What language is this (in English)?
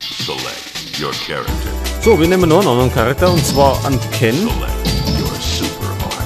Bavarian